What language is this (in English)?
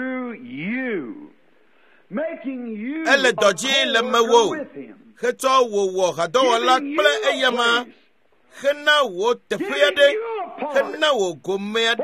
Ewe